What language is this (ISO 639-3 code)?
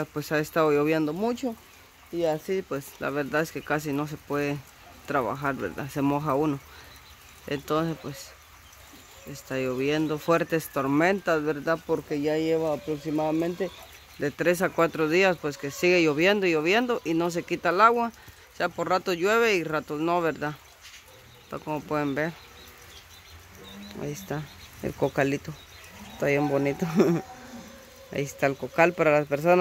spa